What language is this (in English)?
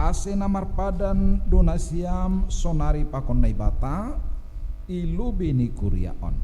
Batak Simalungun